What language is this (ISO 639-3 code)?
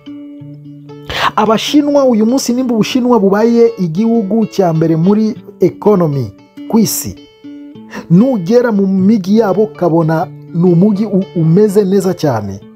kin